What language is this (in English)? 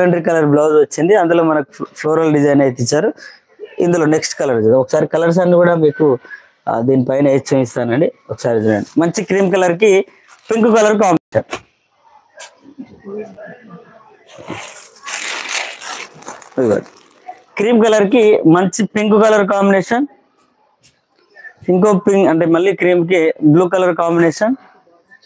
Telugu